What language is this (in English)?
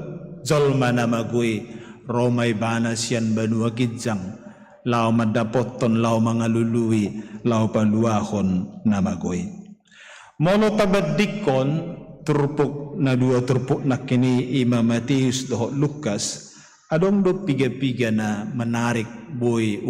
Batak Toba